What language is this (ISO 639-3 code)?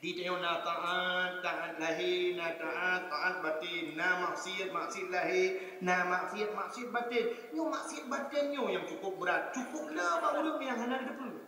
ace